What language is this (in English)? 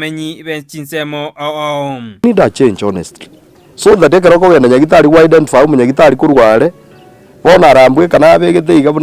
Gusii